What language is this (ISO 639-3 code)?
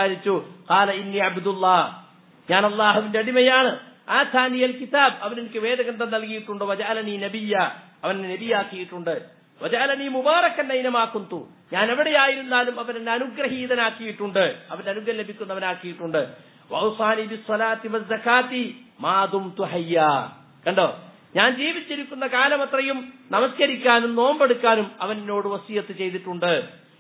mal